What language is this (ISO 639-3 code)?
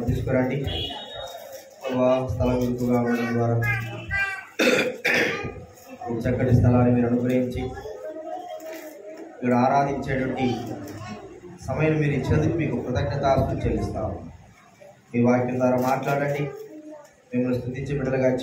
tel